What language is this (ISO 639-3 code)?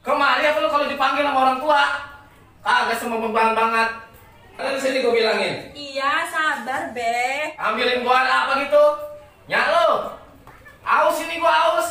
bew